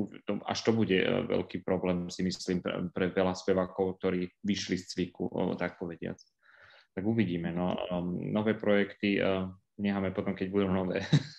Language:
Slovak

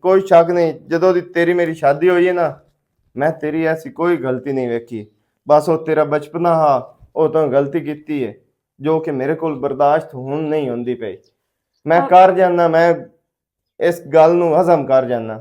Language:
Western Panjabi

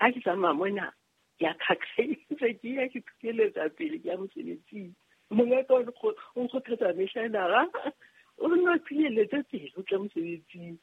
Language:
Southern Sotho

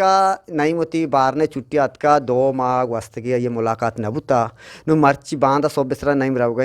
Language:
Eastern Balochi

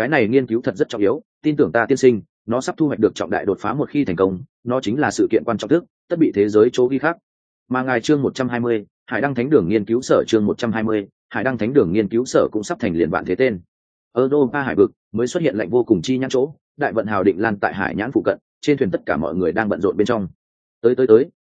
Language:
Vietnamese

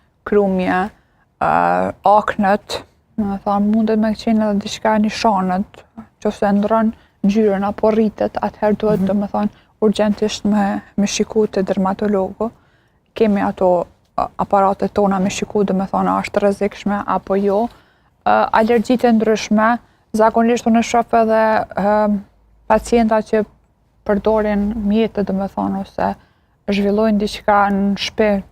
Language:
Albanian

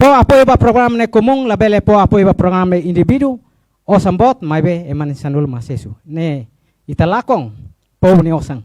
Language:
Tetum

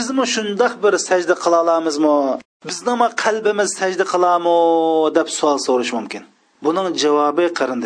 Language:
Uyghur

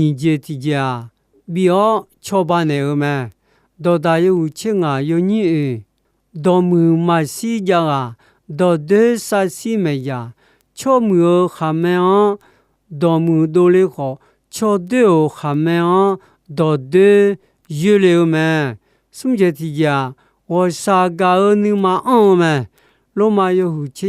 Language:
Akha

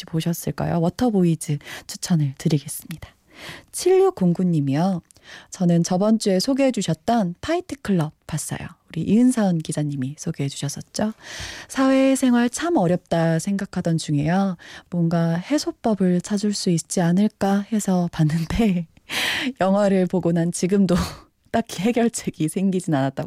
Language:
Korean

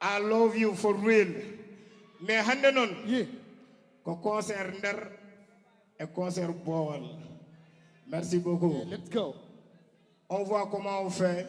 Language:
Fula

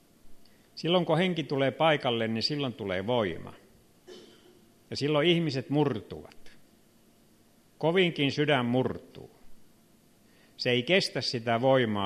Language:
Finnish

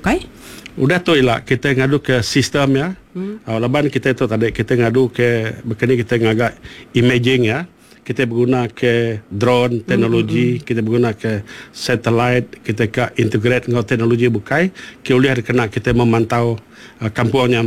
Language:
Iban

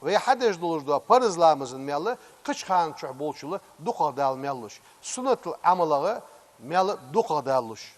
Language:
Ingush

